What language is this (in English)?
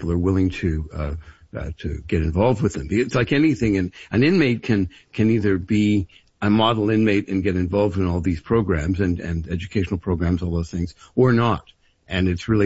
English